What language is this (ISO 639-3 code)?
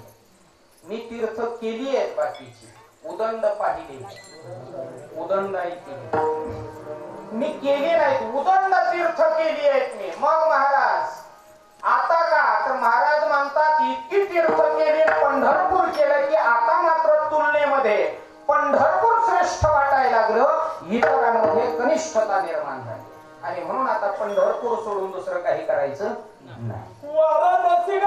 mar